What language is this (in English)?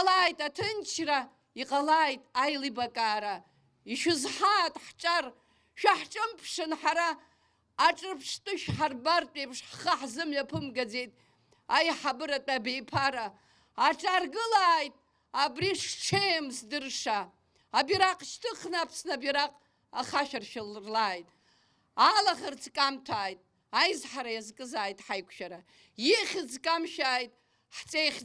Abkhazian